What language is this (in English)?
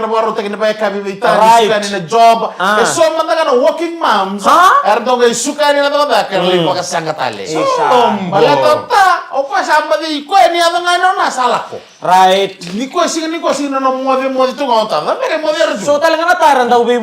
Fijian